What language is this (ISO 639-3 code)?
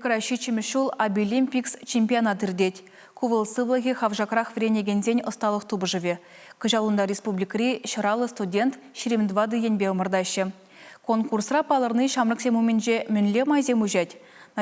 chv